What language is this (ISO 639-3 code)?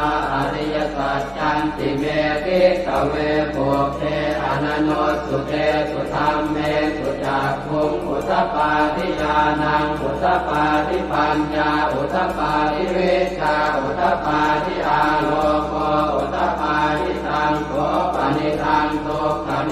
pli